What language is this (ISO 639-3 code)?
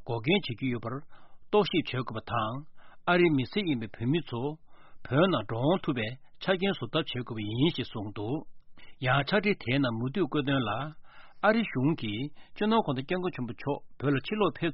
bod